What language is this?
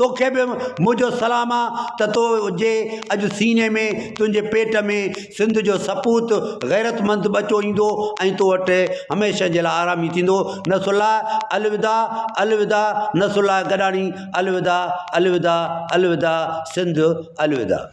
Sindhi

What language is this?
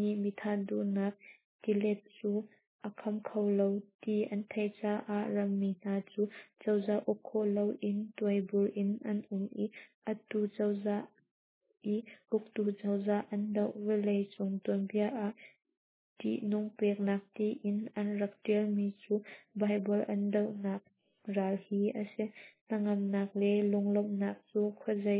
Hakha Chin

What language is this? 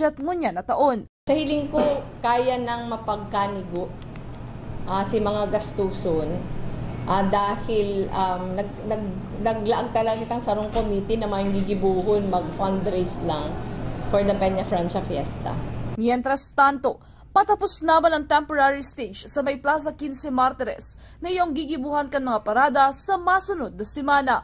Bikol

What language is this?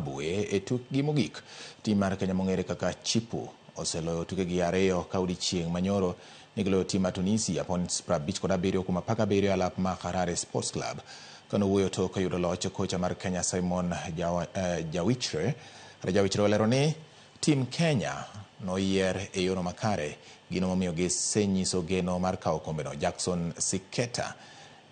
Luo (Kenya and Tanzania)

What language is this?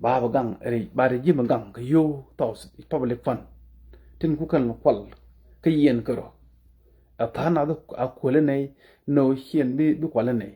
Nuer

